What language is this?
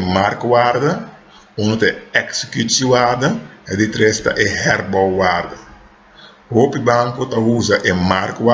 Papiamento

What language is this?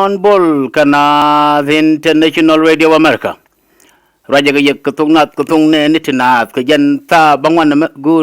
Nuer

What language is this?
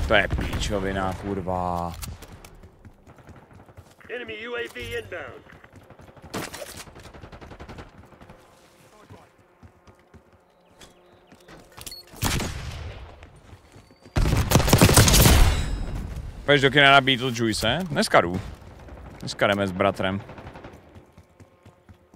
Czech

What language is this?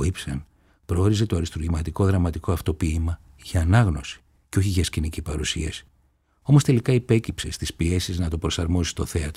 Greek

